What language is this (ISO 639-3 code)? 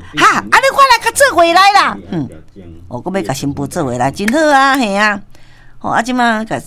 nan